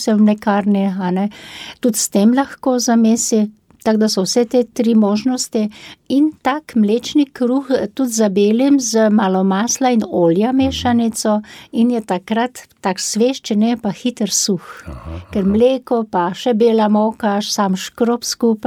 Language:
Slovenian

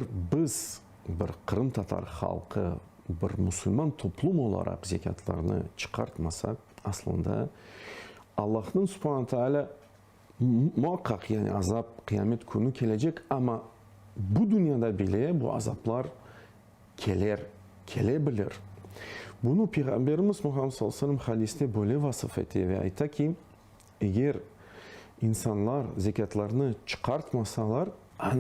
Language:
Crimean Tatar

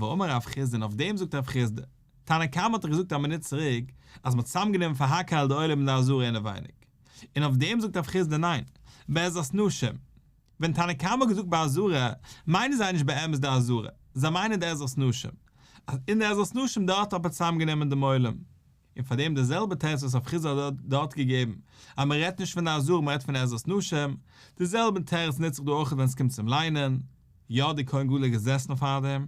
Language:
Yiddish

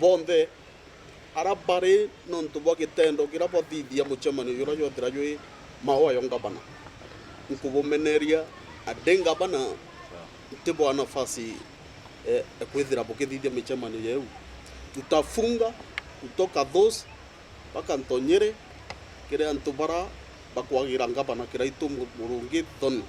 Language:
Meru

